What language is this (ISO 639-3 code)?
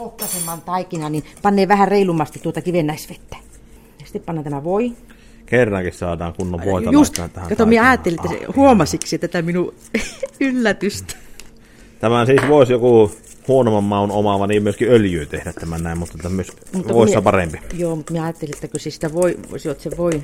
fin